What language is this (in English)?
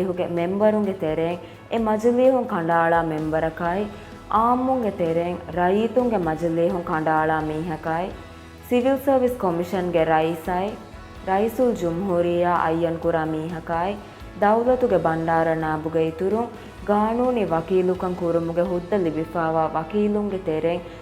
Divehi